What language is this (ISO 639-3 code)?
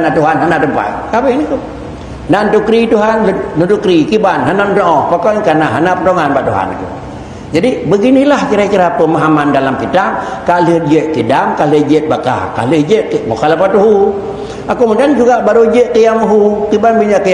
ace